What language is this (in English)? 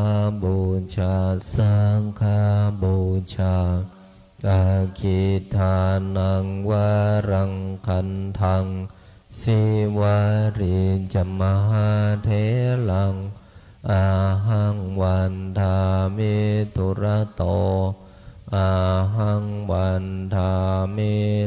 Pali